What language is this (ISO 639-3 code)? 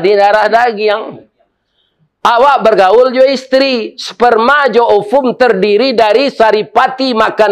min